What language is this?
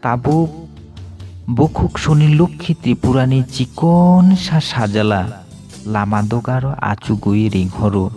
Kok Borok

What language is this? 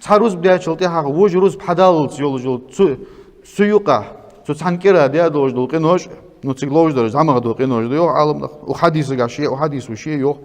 Ingush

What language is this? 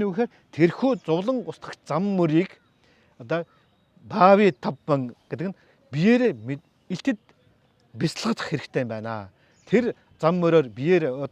Mongolian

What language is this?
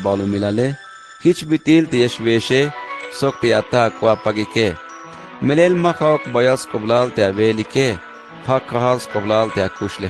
Tzeltal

